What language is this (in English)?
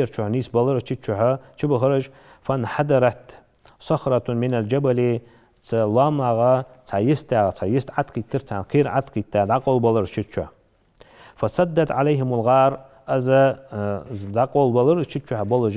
Ingush